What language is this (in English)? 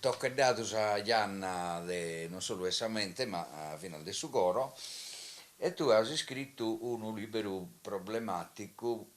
Sardinian